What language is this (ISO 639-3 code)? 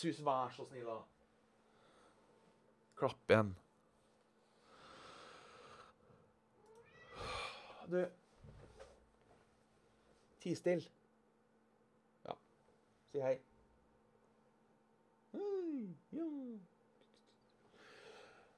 nor